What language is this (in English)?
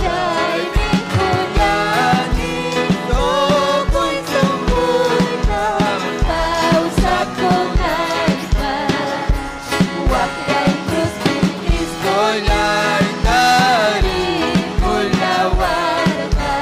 Ayacucho Quechua